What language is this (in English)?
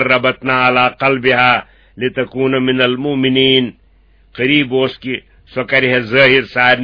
Kashmiri